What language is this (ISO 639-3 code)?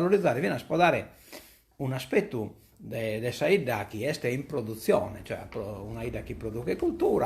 srd